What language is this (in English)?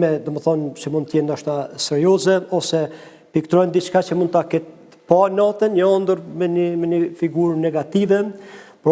Albanian